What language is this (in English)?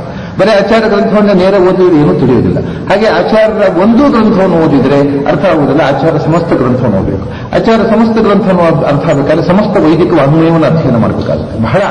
Kannada